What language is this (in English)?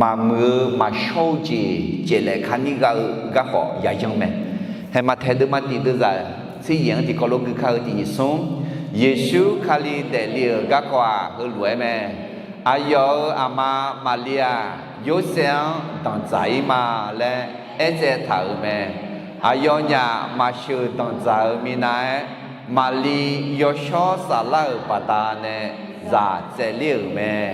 Akha